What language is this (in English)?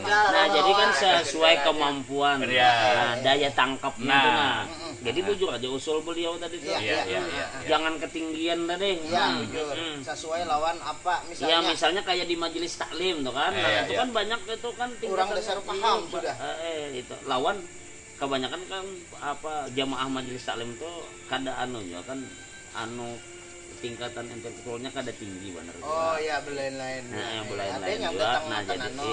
Banjar